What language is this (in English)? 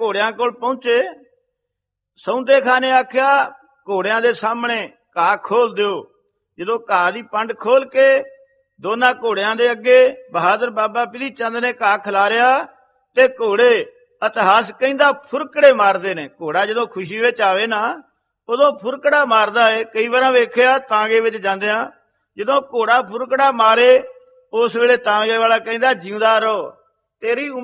Punjabi